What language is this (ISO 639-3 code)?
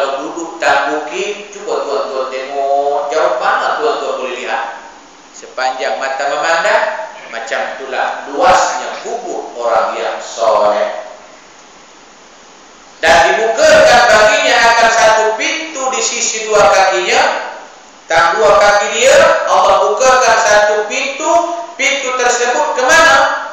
msa